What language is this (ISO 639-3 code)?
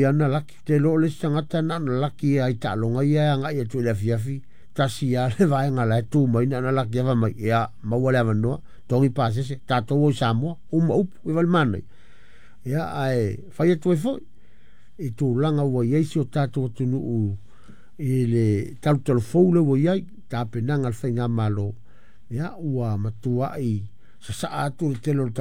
smo